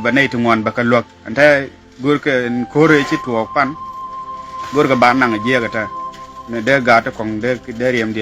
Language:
Nuer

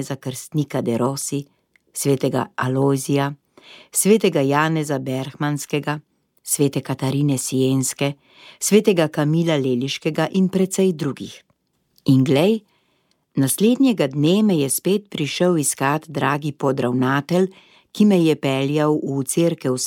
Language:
Slovenian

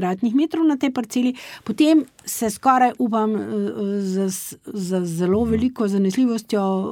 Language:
Slovenian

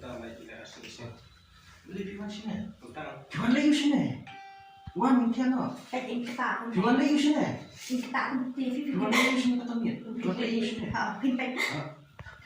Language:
Khasi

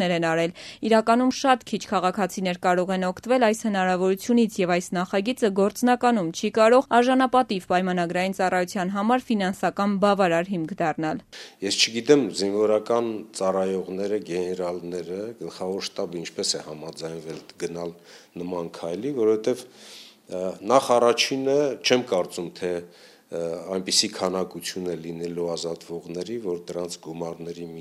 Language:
Armenian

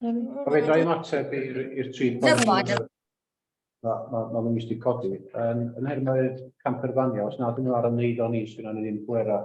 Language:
Welsh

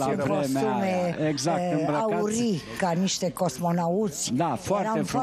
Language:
Romanian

